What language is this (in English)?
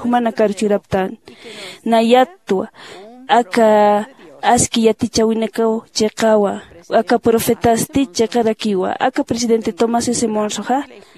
Aymara